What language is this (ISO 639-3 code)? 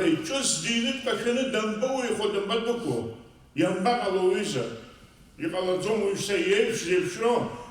abk